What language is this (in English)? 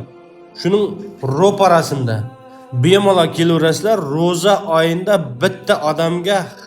Uzbek